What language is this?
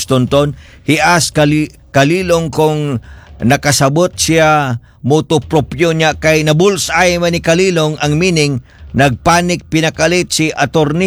Cebuano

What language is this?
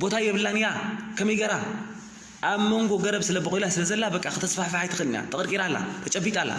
Tigrinya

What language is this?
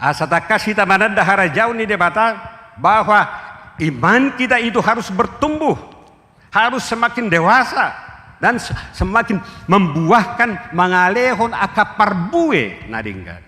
Batak Toba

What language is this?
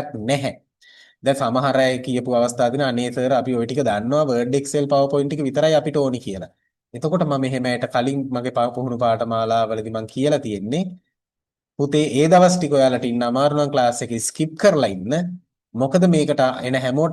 Sinhala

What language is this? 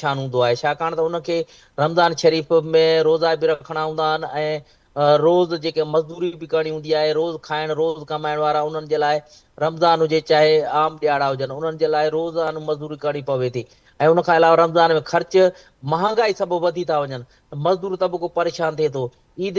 Sindhi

